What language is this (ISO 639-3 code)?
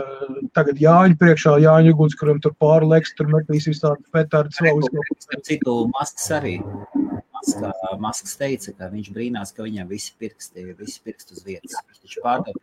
lav